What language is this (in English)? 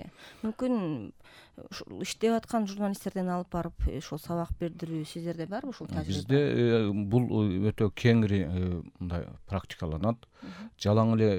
Kyrgyz